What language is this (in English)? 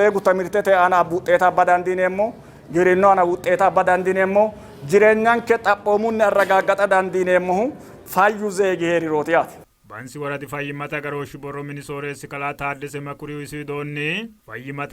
Sidamo